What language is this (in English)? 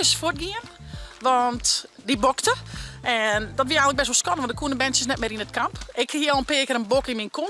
Western Frisian